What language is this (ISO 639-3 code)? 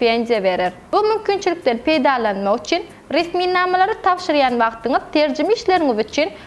tuk